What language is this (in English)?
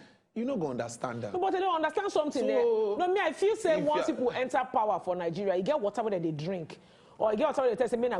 Nigerian Pidgin